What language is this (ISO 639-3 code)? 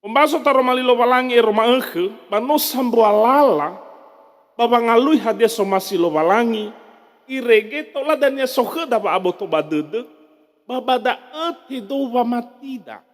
nia